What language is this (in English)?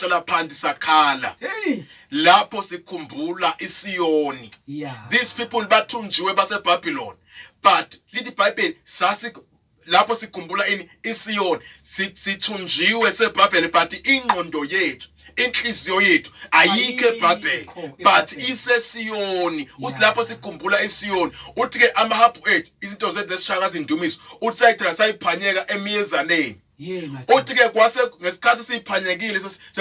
Zulu